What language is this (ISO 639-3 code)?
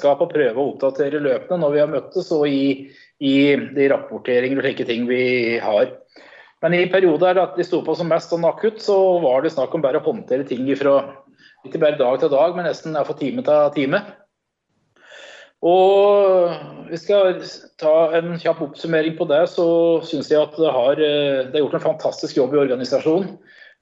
nor